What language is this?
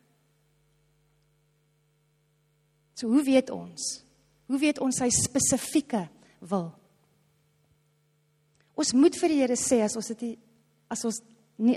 Afrikaans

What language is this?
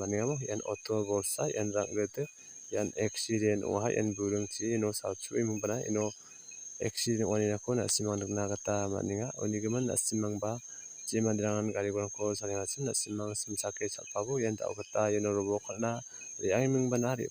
Garo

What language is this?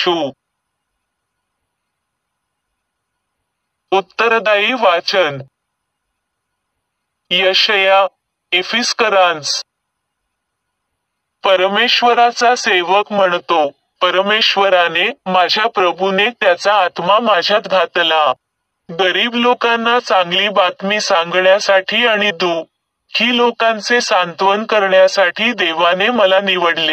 Marathi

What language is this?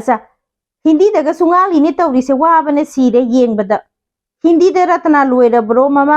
Manipuri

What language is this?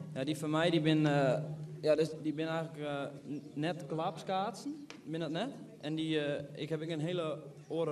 Western Frisian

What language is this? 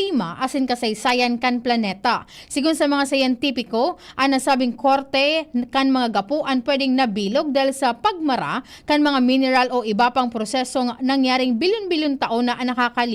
Bikol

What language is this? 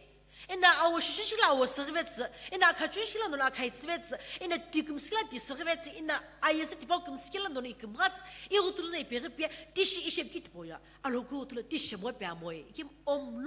Sumi Naga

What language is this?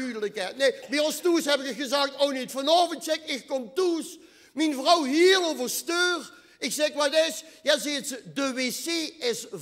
Limburgish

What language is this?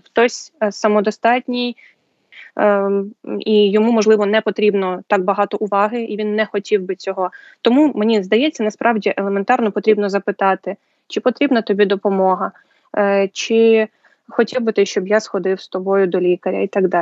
Ukrainian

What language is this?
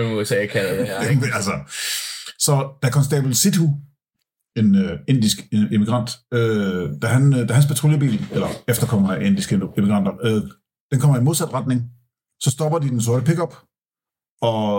Danish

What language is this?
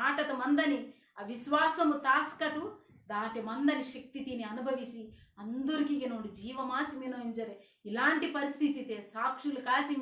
Koya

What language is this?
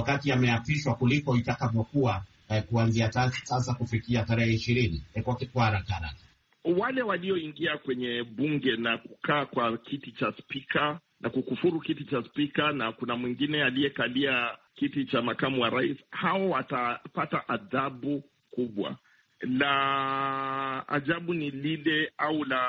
Swahili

